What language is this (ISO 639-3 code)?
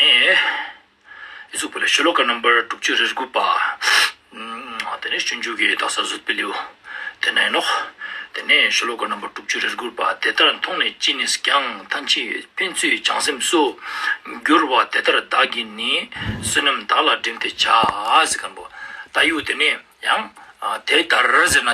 lbj